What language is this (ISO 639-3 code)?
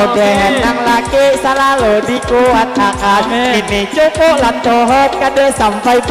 bjn